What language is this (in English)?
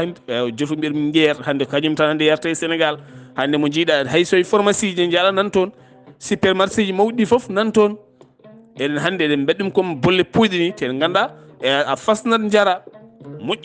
Fula